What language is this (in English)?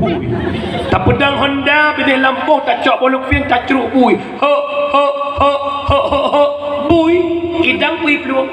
Achinese